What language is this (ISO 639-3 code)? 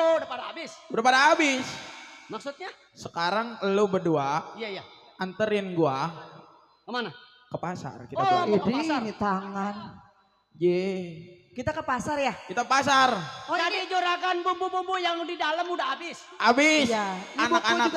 bew